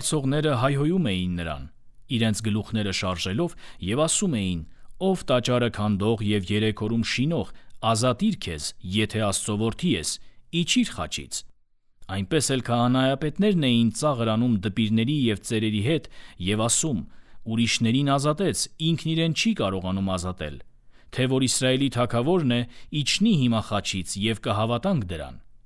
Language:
Armenian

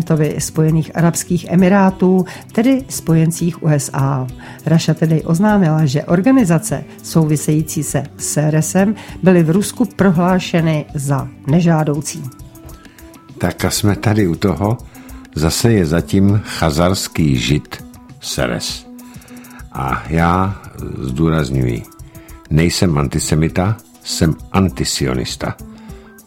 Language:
Czech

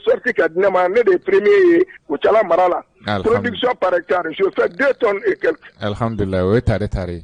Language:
Bambara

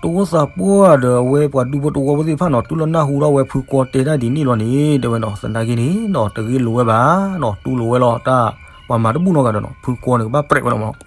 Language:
S'gaw Karen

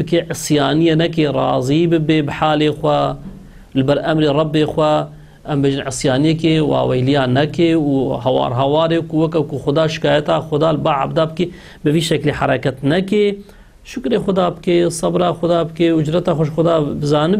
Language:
Kurdish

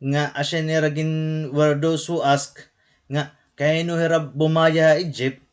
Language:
Waray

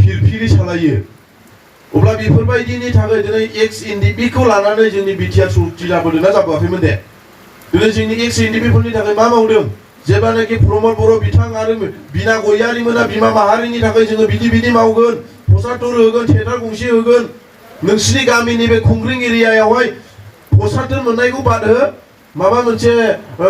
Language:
Bodo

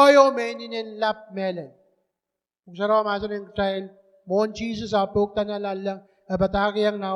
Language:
Pohnpeian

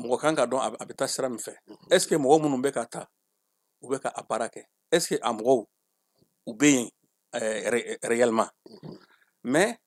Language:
Bambara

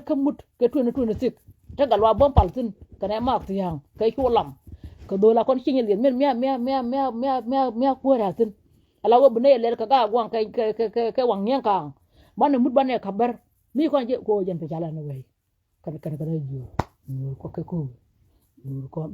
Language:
Nuer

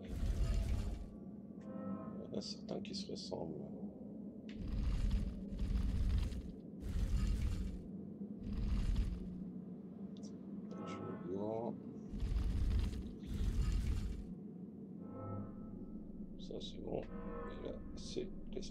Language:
French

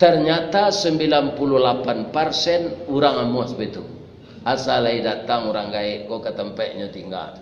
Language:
Minangkabau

